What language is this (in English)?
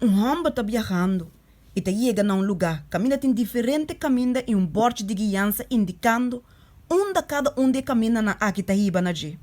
Papiamento